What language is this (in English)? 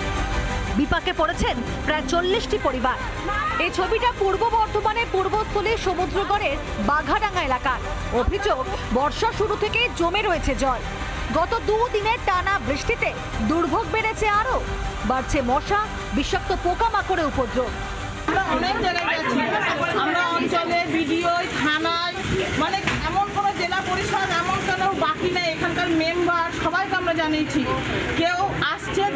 Bangla